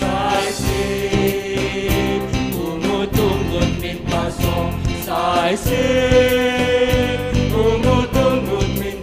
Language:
Batak Simalungun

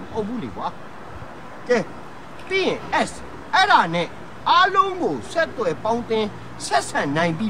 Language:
Burmese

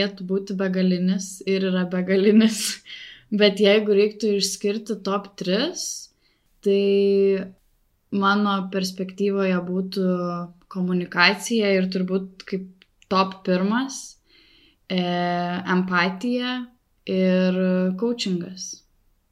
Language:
Lithuanian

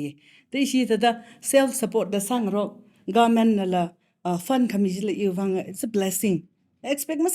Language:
Tangkhul Naga (India)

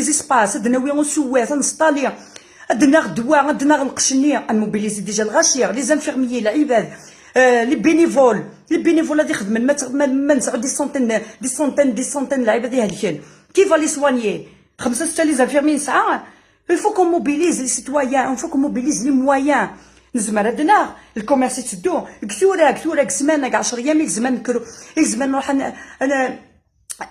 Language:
Kabyle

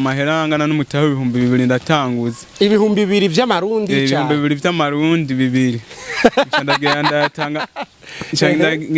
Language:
Rundi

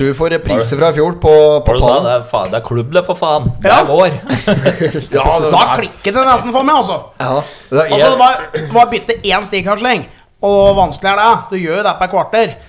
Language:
Norwegian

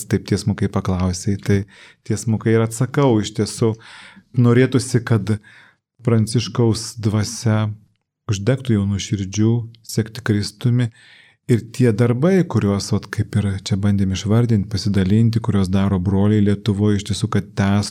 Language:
Lithuanian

